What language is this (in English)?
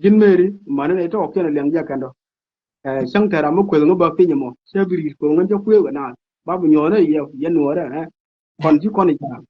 Nuer